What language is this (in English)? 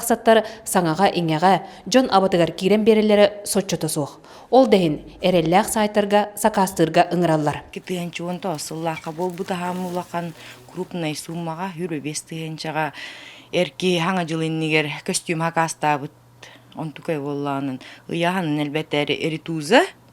Yakut